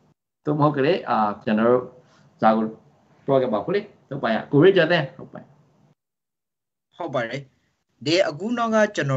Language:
Burmese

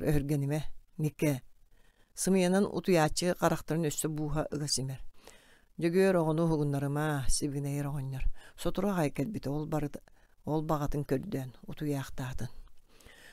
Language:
Yakut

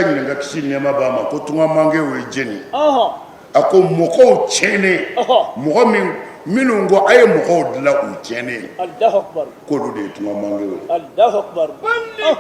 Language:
Bambara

